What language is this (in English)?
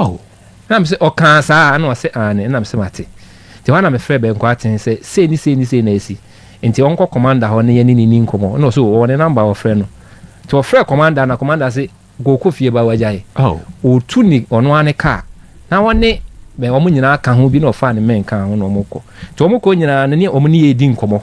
Akan